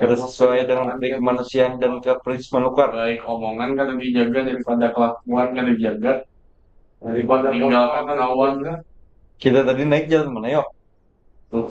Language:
Banjar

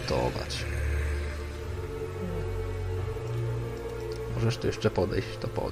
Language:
Polish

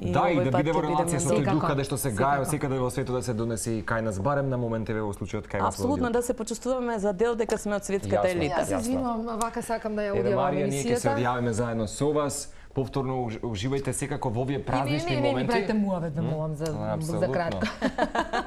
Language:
Macedonian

